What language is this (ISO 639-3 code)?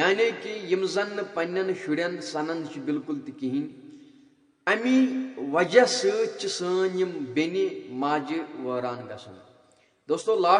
kas